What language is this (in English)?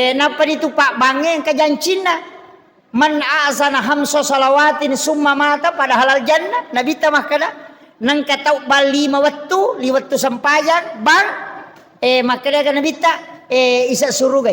Buginese